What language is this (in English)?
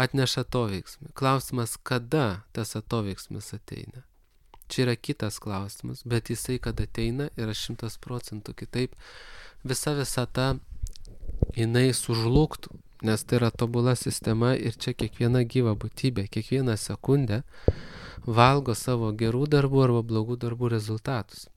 Lithuanian